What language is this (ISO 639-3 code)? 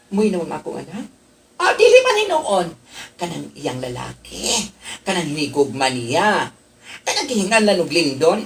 ceb